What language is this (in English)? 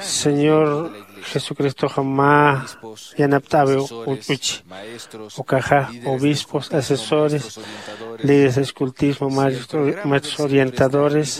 Aymara